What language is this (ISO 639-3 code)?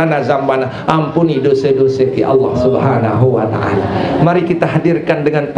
sas